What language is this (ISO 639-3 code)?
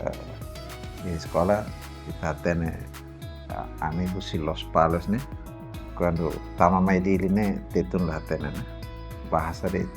tet